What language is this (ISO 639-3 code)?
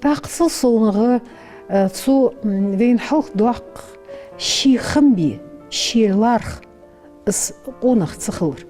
inh